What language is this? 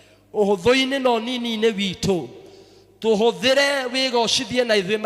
Kikuyu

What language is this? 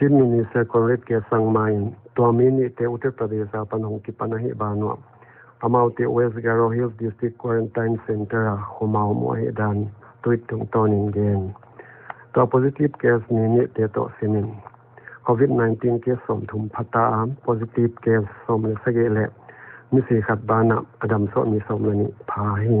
Paite Chin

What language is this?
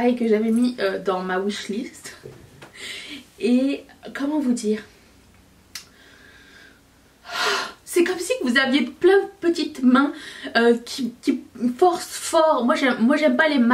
French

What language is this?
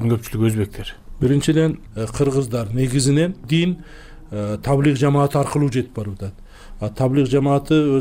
Kyrgyz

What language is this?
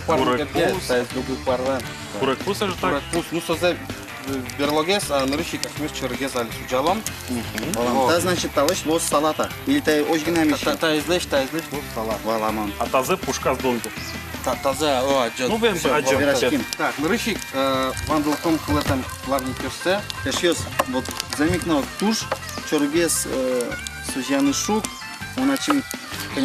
Udmurt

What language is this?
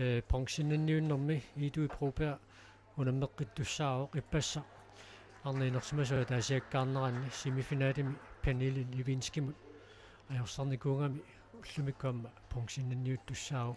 Kalaallisut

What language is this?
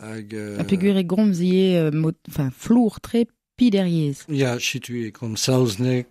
Breton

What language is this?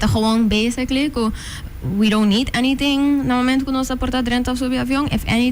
Papiamento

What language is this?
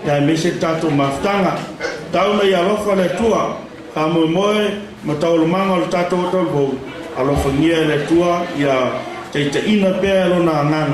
Samoan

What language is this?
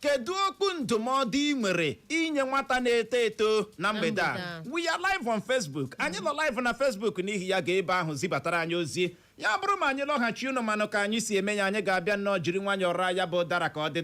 Igbo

